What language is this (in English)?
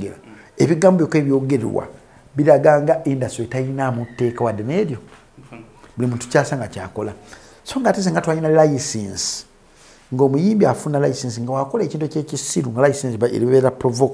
Ganda